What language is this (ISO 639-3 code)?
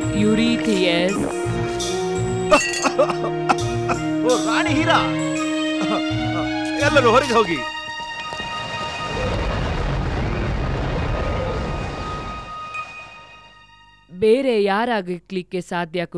kan